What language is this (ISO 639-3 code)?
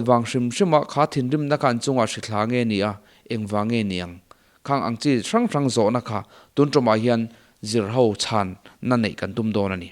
lus